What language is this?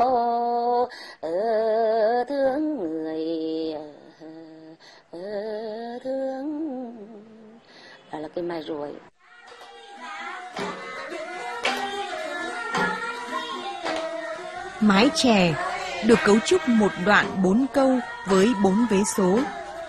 Vietnamese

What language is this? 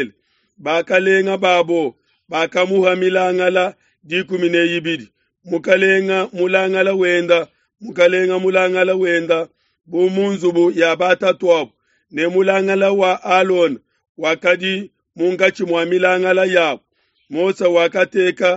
Luba-Lulua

